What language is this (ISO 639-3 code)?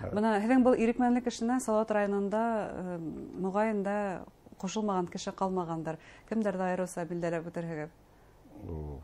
bak